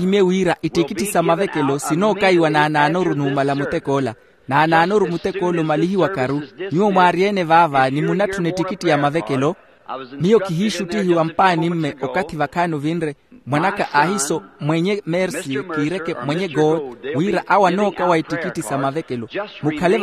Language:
Makhuwa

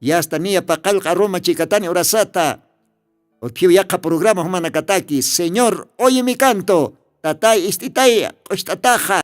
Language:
Aymara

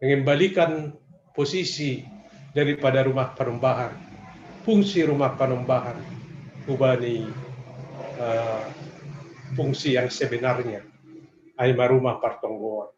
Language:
Batak Simalungun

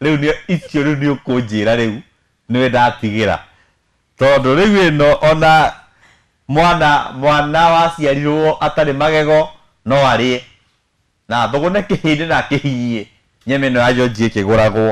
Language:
Kikuyu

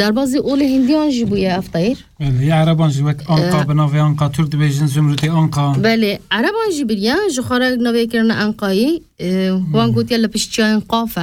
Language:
Kurdish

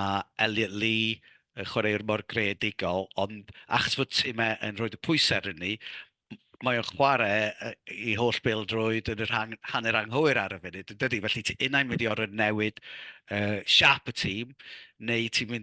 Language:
Welsh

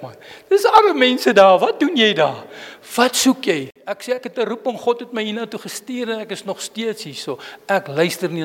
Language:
Afrikaans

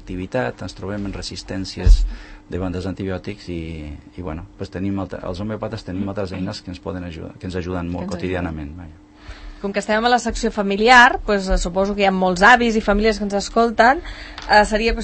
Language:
Catalan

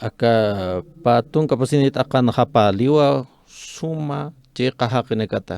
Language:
Aymara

